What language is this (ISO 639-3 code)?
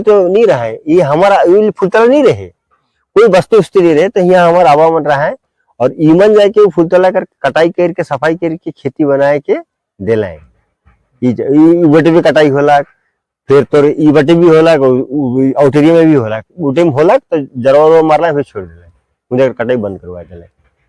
sck